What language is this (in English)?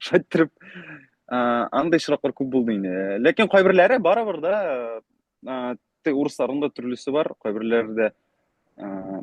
Bashkir